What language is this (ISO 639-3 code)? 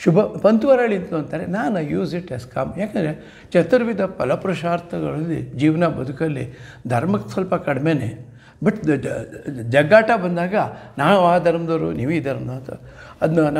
kan